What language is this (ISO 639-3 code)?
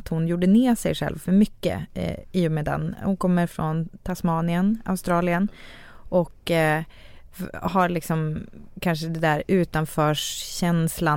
swe